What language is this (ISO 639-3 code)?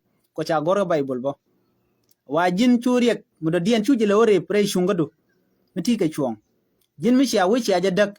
nus